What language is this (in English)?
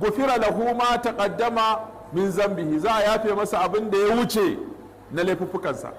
Hausa